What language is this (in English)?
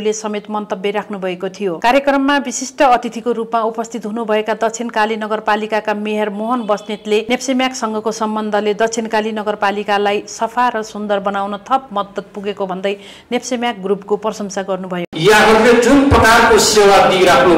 Nepali